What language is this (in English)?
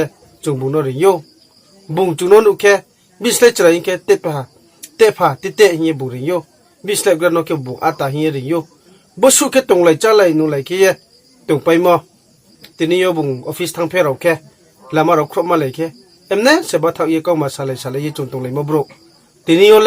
Riang (India)